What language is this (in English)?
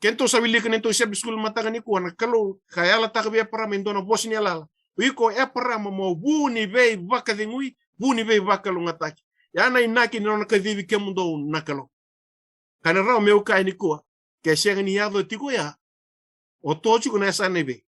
Fijian